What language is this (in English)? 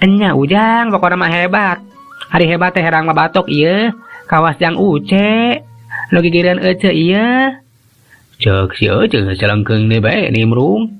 Sundanese